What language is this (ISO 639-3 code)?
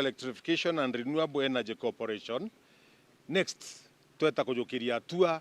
mer